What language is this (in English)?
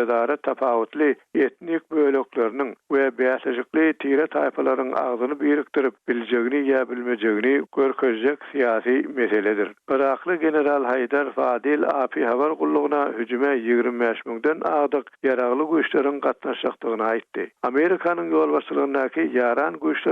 Turkmen